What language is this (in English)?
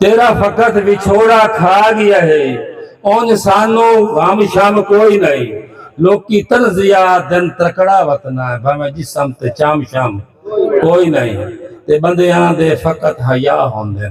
Saraiki